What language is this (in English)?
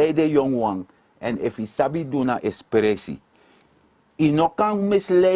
Sranan Tongo